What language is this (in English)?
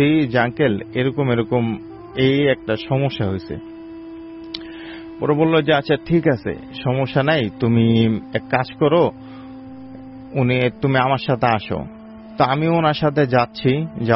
Bangla